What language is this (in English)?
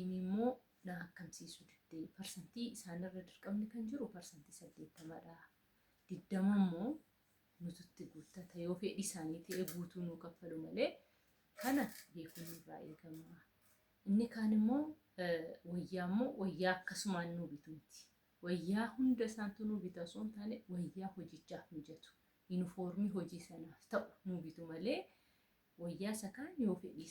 Oromo